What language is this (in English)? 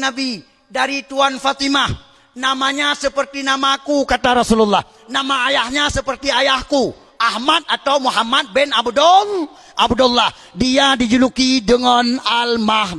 Achinese